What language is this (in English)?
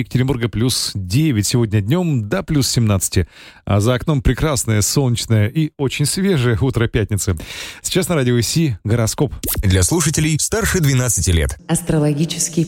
Russian